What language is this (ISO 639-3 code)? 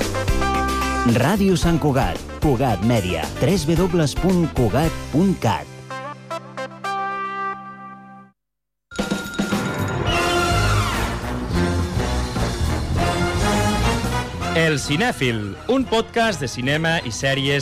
cat